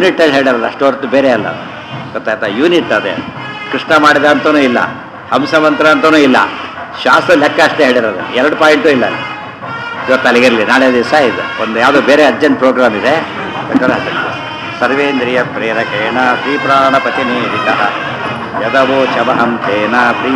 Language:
Kannada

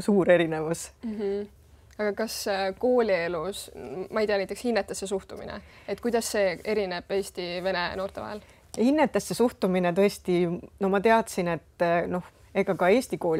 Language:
Estonian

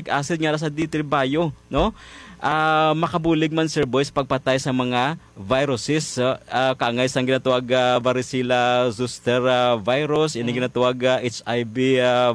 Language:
Hiligaynon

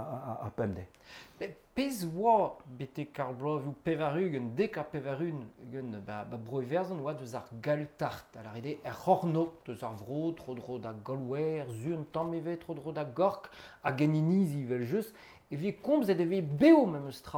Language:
Breton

